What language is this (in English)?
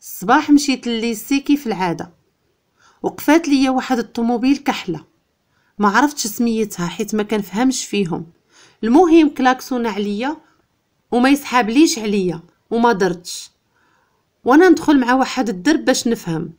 Moroccan Arabic